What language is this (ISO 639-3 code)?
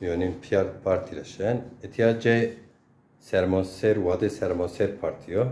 zza